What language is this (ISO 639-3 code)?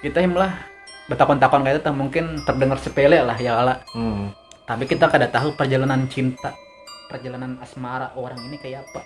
bjn